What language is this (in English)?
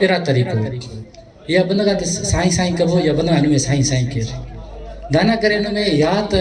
Brahui